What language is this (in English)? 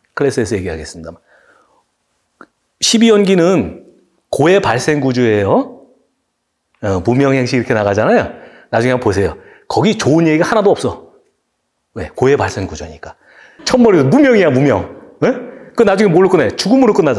Korean